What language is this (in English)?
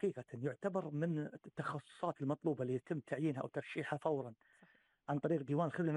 Gulf Arabic